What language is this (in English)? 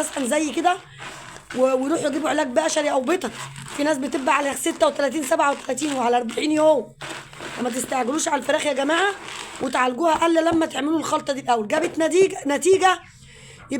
Egyptian Arabic